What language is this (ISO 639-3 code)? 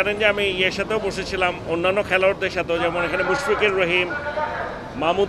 ben